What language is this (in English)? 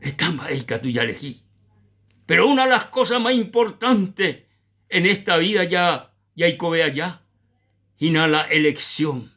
Guarani